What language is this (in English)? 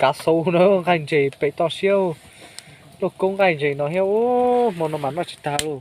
Hmong